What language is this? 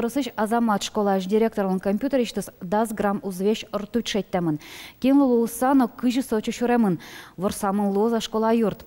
Udmurt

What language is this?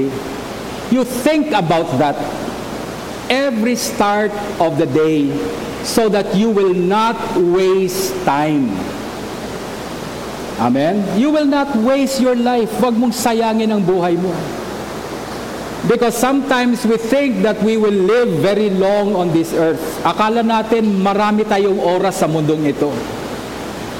Filipino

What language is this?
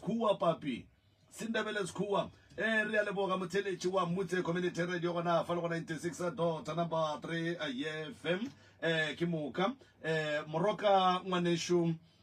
Northern Sotho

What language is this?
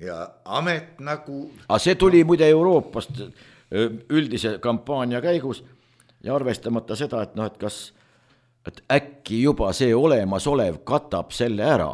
Estonian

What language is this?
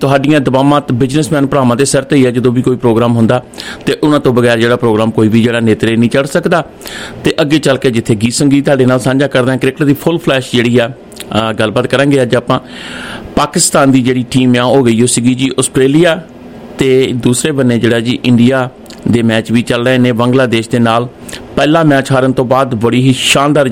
Punjabi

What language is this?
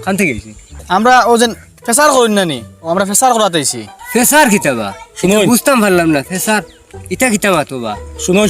Sylheti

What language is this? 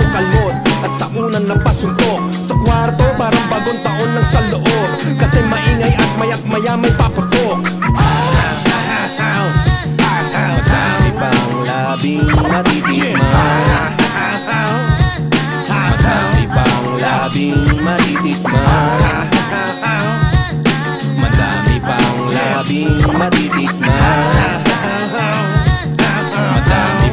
Filipino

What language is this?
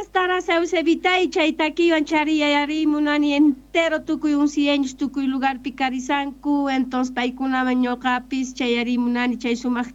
South Bolivian Quechua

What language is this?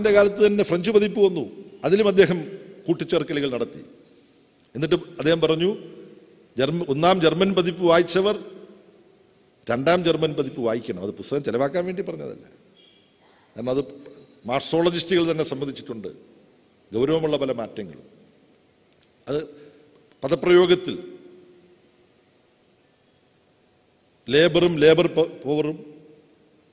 Malayalam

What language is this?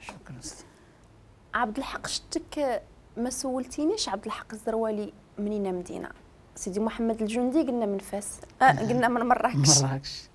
Moroccan Arabic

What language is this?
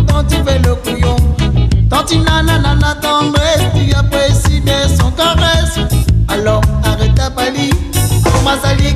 Réunion Creole French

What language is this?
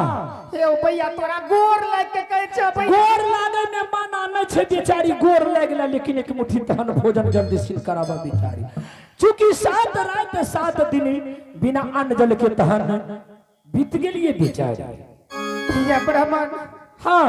Angika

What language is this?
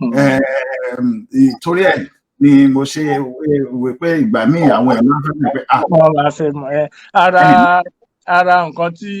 Yoruba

